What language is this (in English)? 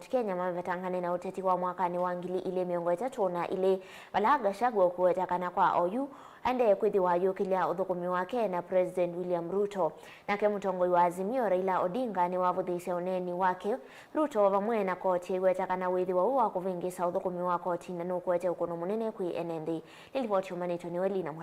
Kamba